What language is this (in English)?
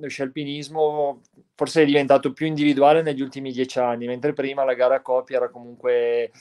Italian